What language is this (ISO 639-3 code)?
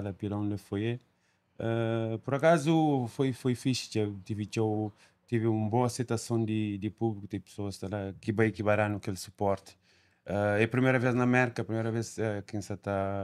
kea